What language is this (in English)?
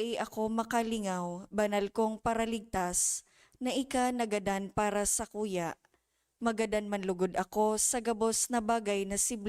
Bikol